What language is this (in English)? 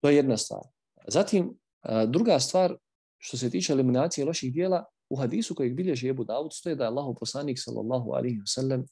Bosnian